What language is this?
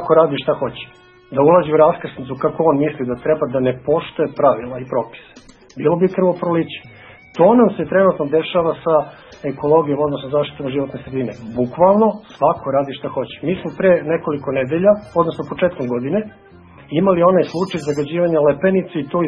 Serbian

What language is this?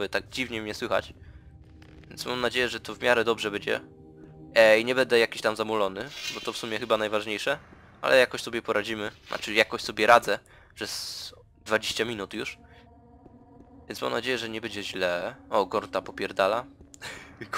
Polish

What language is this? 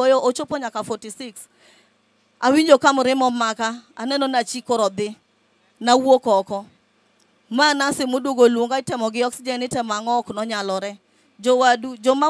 Luo (Kenya and Tanzania)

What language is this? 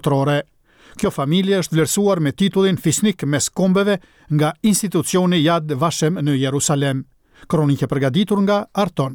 Albanian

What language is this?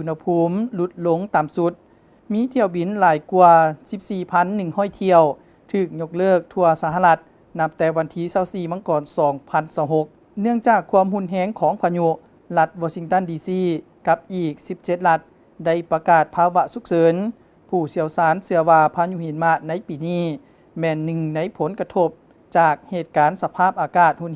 Lao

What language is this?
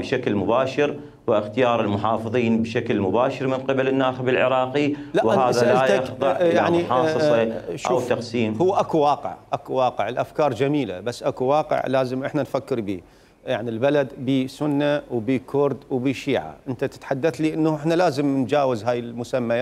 Mesopotamian Arabic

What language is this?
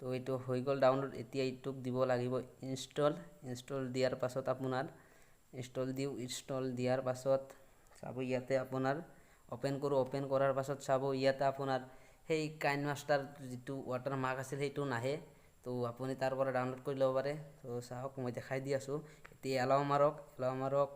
Assamese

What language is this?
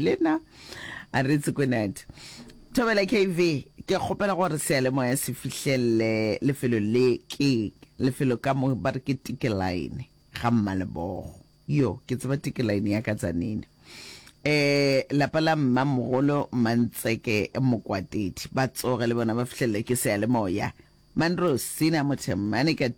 Northern Sotho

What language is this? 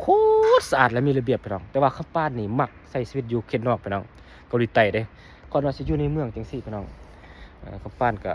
Lao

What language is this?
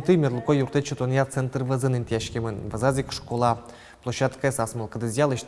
Udmurt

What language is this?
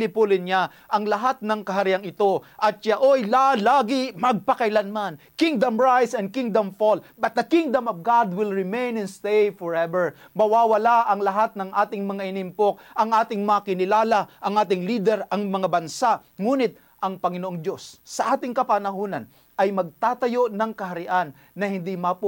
Filipino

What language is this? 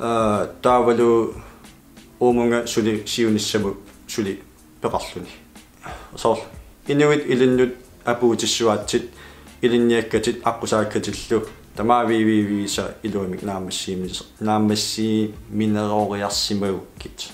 Kalaallisut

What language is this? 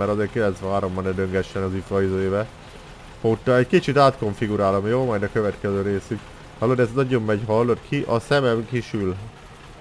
Hungarian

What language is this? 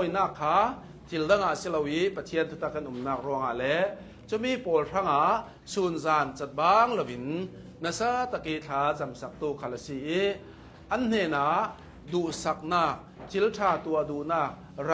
Hakha Chin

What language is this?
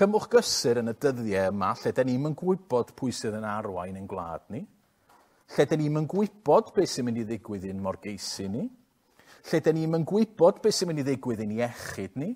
Welsh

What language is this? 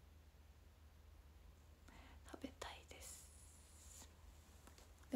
Japanese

